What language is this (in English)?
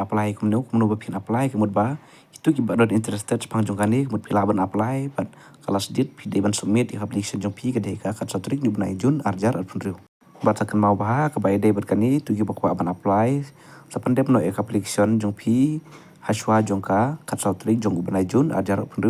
Khasi